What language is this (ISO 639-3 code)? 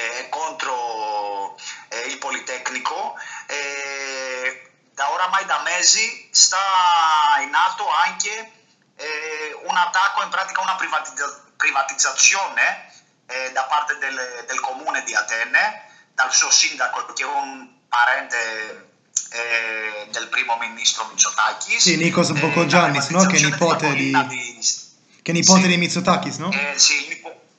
ita